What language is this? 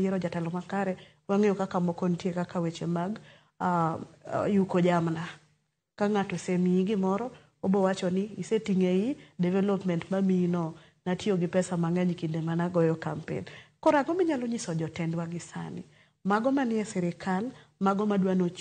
Luo (Kenya and Tanzania)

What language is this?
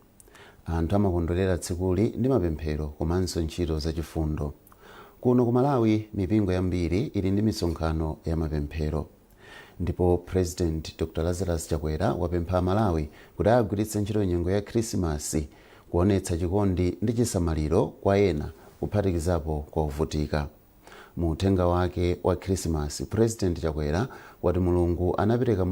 Nyanja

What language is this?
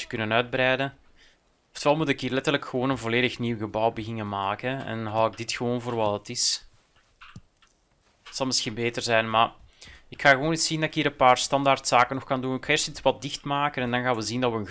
Dutch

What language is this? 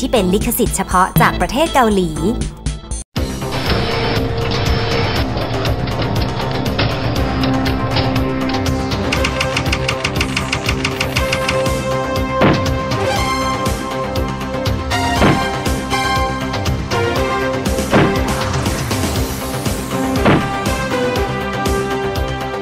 Thai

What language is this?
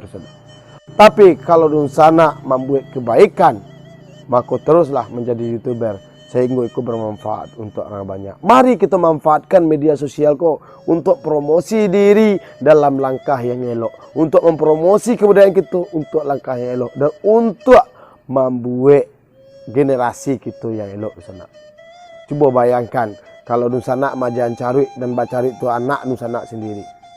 Minangkabau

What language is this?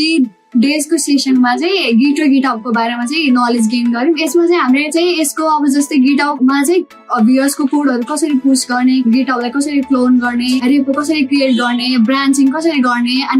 Nepali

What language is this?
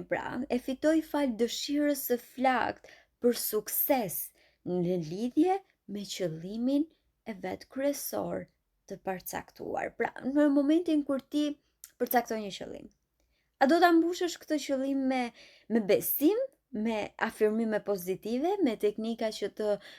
Albanian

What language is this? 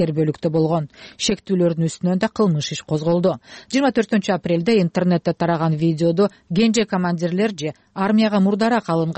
Kyrgyz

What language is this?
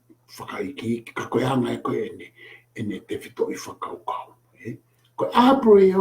Tongan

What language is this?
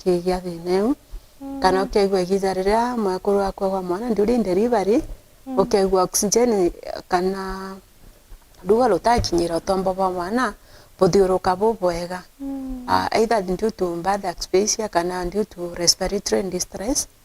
Meru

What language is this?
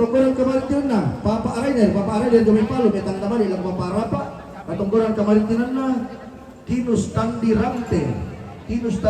Toraja-Sa'dan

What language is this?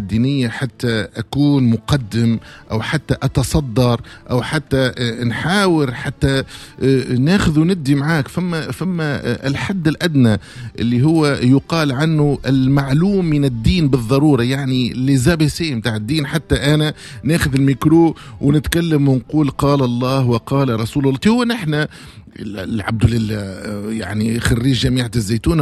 Tunisian Arabic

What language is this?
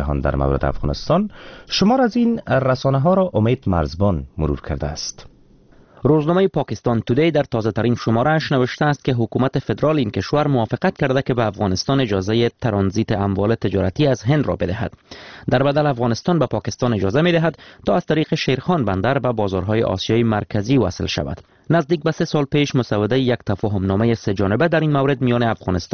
Persian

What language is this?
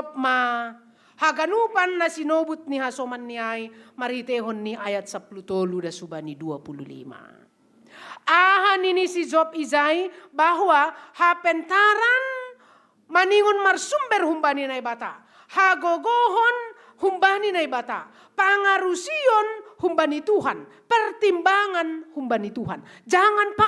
Batak Simalungun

